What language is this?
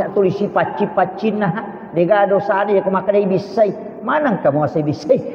Buginese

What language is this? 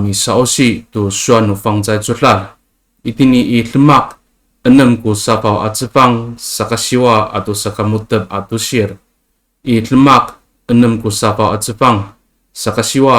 Amis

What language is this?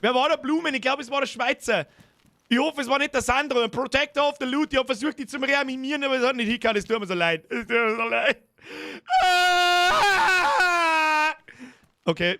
Bavarian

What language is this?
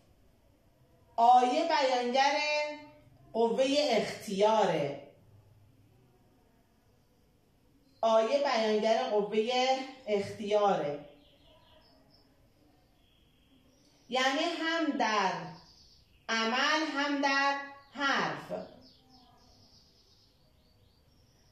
Persian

